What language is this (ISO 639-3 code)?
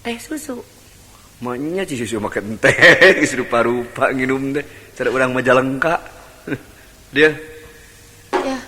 sun